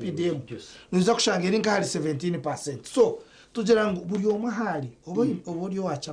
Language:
Nyankole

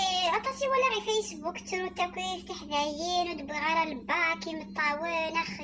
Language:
Kabyle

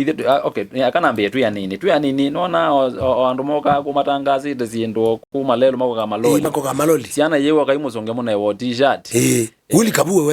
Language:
Kamba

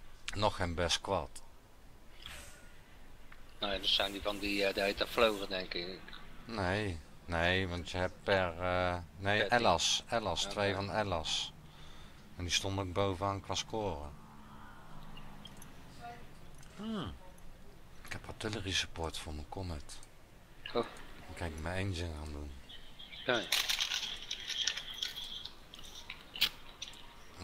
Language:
Dutch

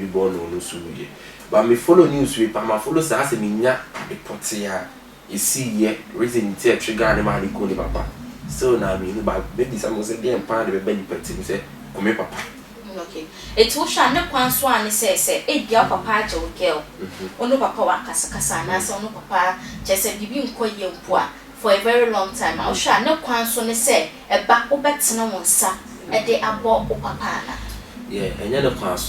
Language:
Akan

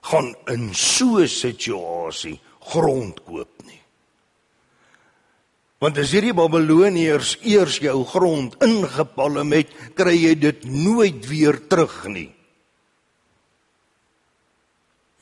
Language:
Afrikaans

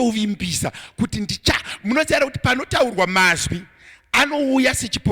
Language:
Shona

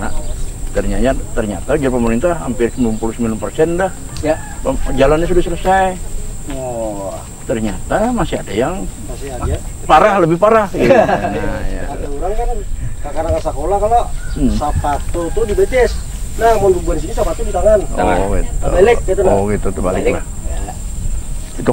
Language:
Banjar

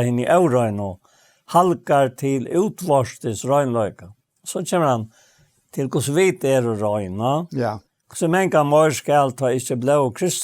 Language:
Faroese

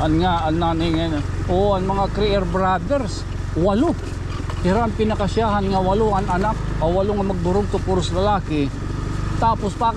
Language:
Waray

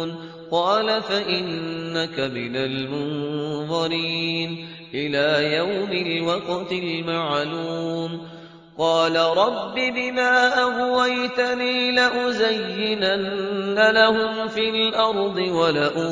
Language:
Arabic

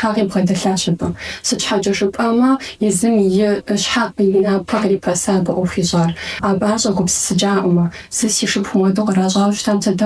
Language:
Kabardian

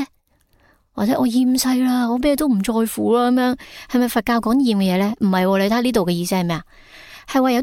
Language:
Cantonese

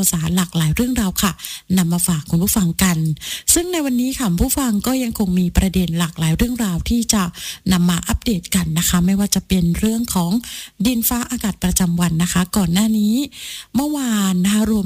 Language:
Thai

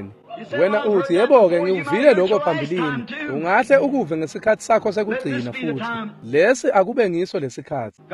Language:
Swati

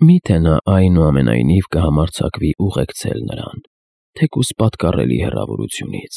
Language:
Armenian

